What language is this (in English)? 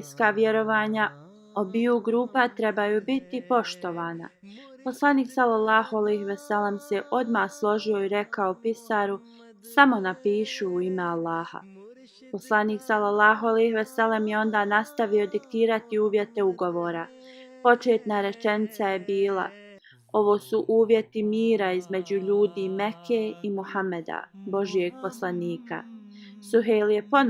Bosnian